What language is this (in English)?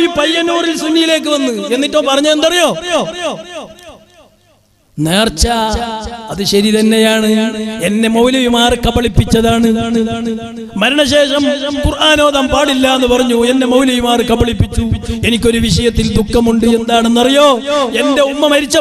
Malayalam